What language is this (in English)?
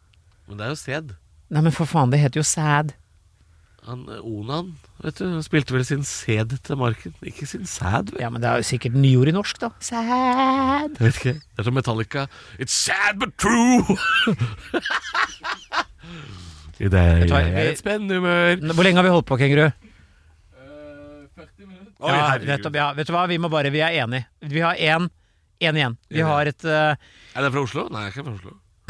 Norwegian